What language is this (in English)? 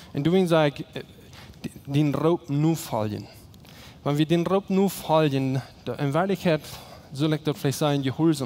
Plautdietsch